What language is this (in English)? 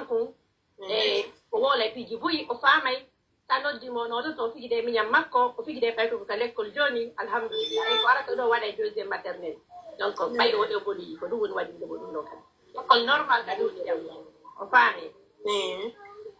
Pular